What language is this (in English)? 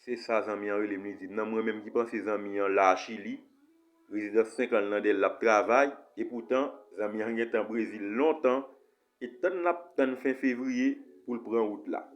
Haitian Creole